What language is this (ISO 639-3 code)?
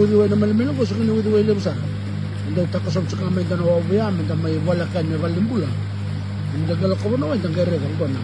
fij